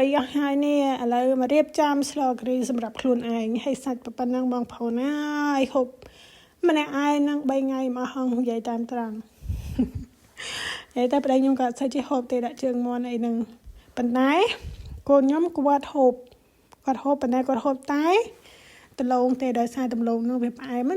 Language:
Khmer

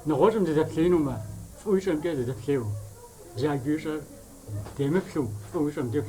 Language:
Kabardian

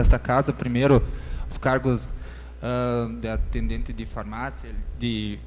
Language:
Portuguese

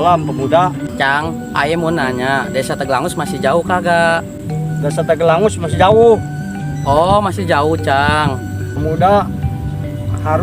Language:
Betawi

